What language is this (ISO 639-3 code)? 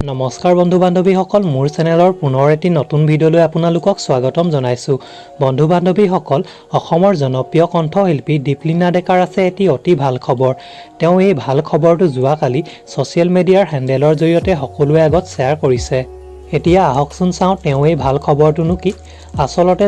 asm